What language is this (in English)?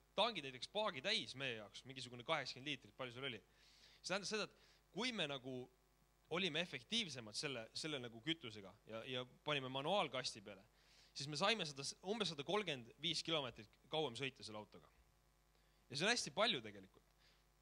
Estonian